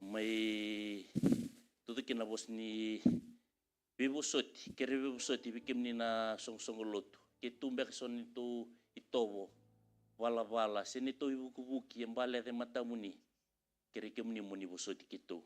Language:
Fijian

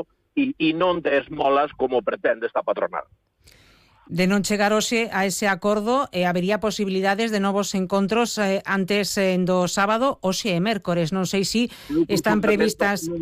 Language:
Galician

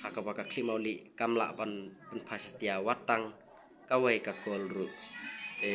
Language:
Khasi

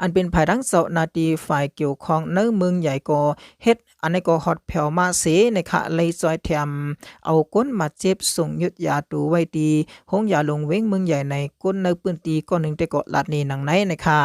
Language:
Shan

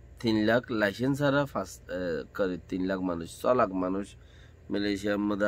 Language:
Rohingya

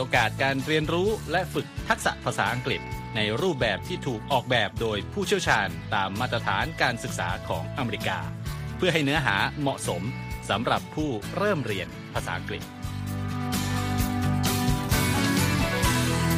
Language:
Thai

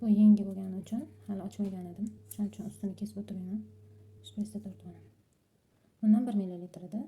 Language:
Uzbek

